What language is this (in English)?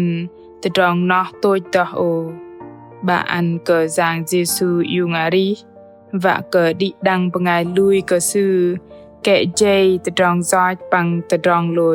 Bahnar